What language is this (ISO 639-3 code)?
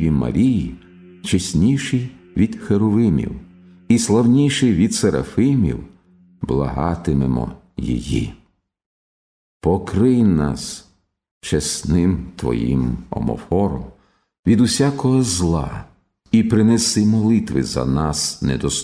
ukr